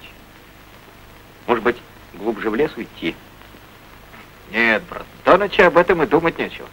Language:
Russian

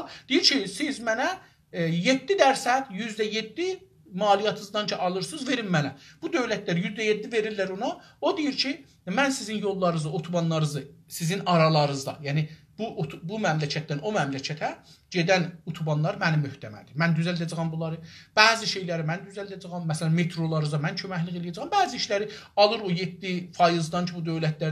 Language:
South Azerbaijani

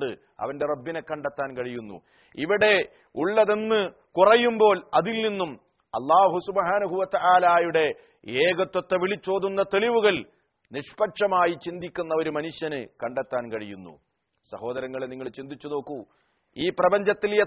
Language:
Malayalam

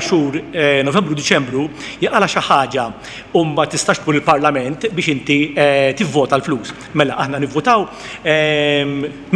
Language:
Maltese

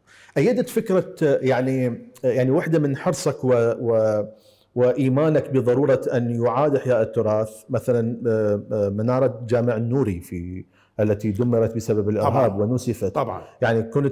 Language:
Mesopotamian Arabic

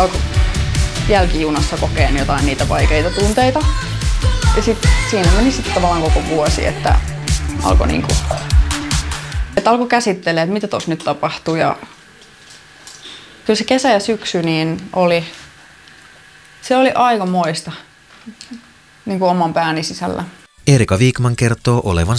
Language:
Finnish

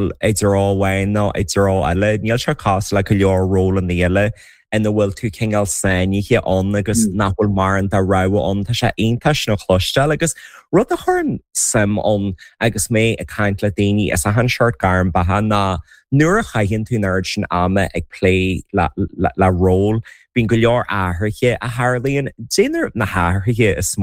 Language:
Irish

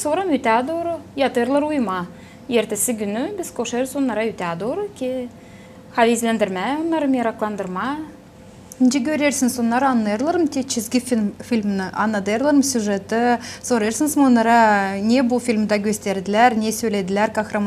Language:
Gagauz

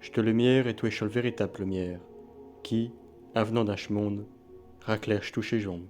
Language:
Picard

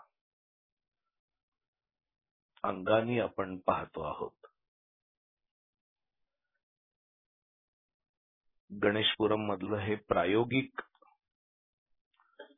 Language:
Marathi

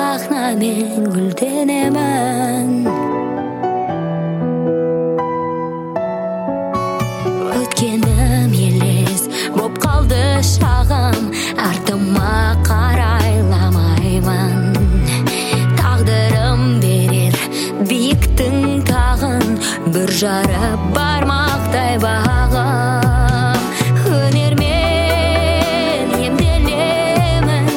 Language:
Kazakh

